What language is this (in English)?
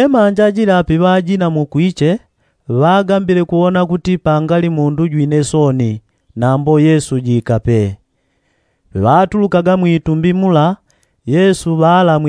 Yao